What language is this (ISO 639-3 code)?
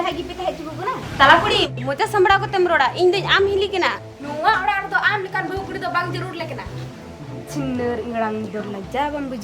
sat